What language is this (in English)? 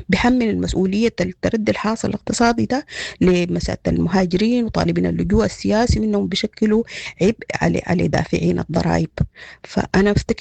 Sudanese Arabic